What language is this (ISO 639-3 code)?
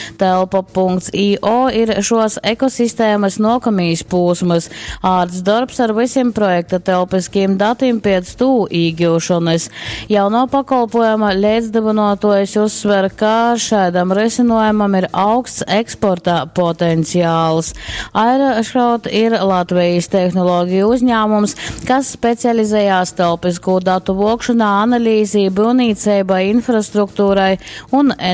ltg